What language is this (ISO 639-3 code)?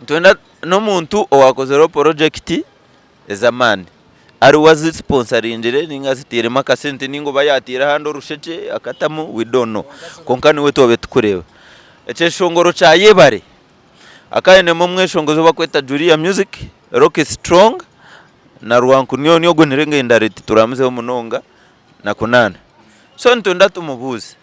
nyn